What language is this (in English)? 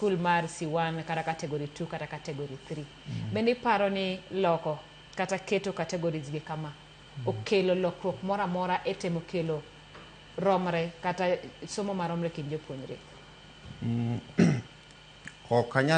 Luo (Kenya and Tanzania)